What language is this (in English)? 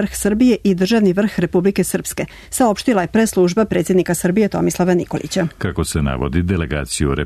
Serbian